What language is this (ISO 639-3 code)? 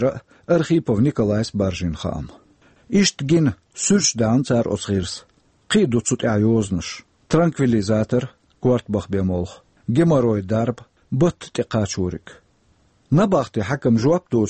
che